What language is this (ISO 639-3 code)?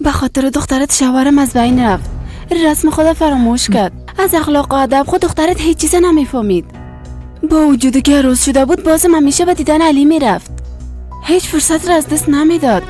fas